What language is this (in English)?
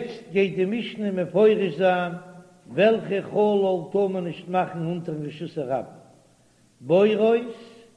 Yiddish